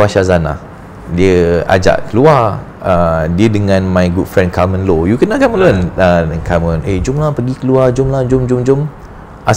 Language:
Malay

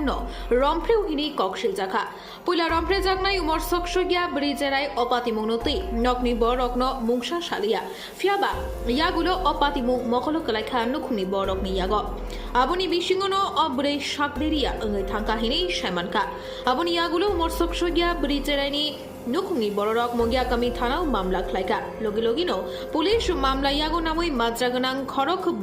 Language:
Kok Borok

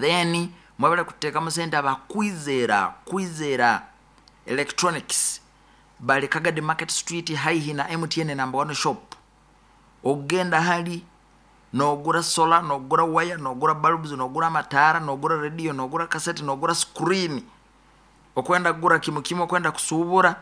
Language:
Nyoro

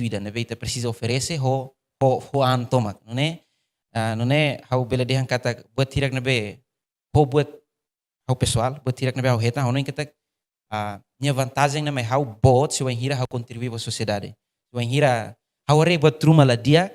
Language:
Tetum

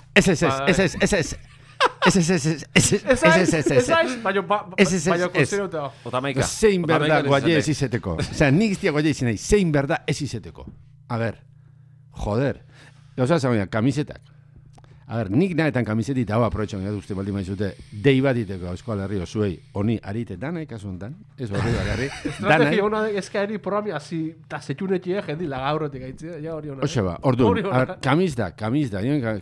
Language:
Basque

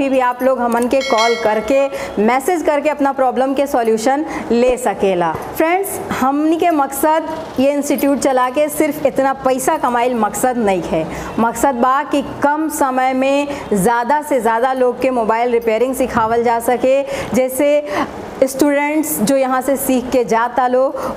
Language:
Bhojpuri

